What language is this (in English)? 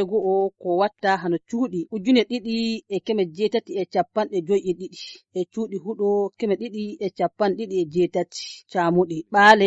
Fula